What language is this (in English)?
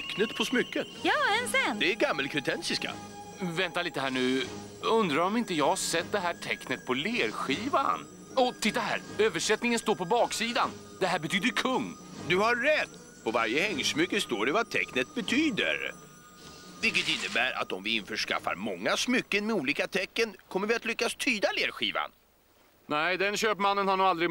Swedish